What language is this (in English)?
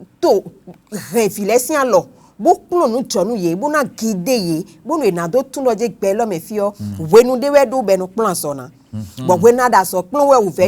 Fon